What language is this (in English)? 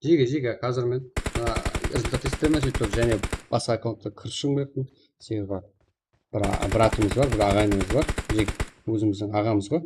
Kara-Kalpak